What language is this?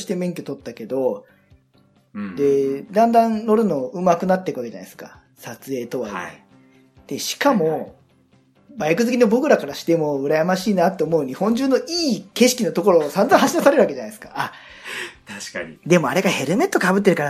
Japanese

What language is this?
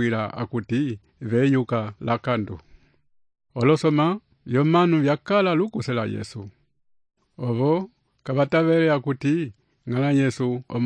Umbundu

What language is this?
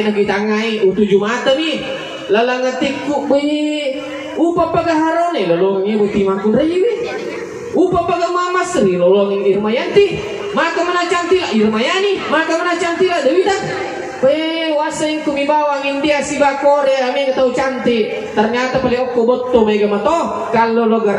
Buginese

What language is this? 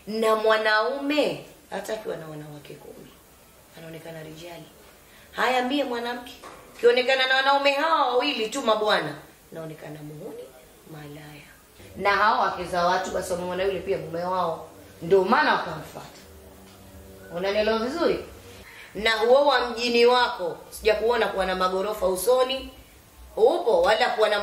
Swahili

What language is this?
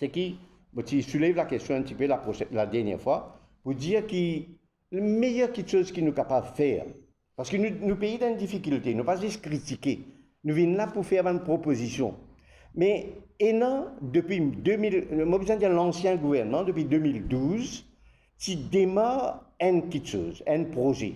Morisyen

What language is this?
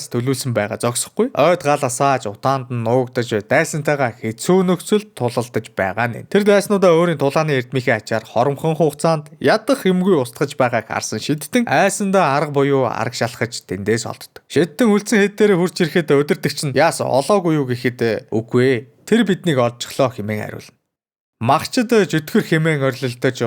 Mongolian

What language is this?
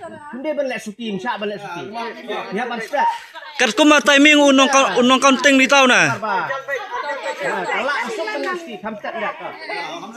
Khasi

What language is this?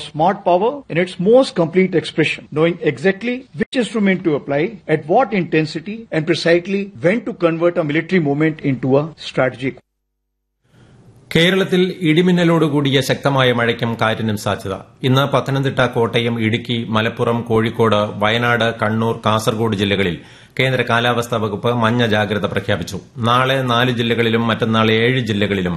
Malayalam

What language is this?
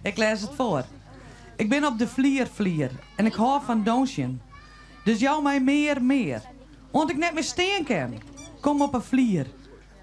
Western Frisian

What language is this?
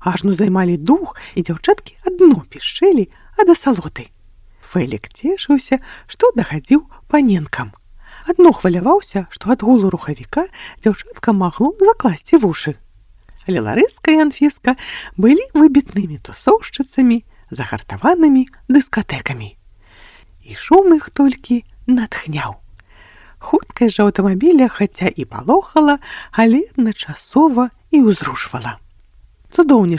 Belarusian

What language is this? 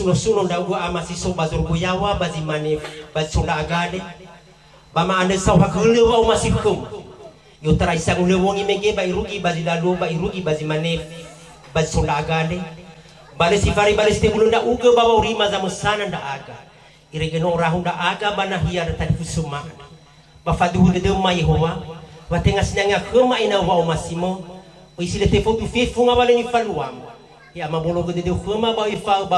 Nias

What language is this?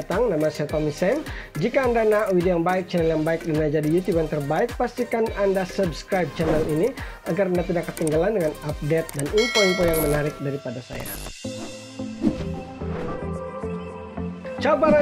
Malay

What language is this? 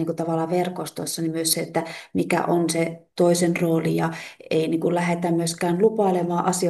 Finnish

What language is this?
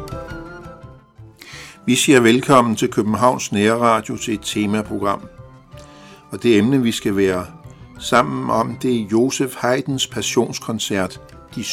Danish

